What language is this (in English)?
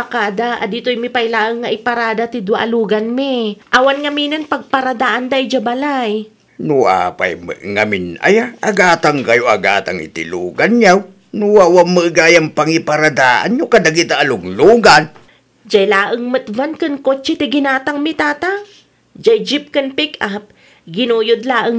Iloko